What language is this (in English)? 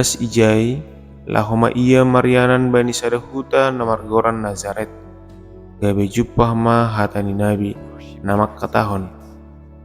Batak Simalungun